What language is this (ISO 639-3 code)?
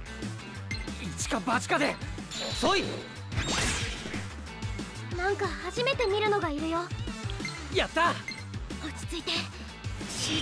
jpn